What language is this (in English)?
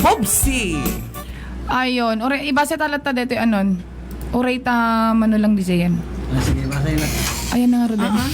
Iloko